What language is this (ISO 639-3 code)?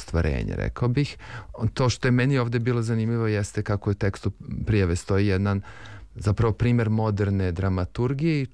srp